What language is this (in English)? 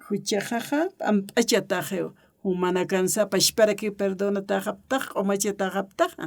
Aymara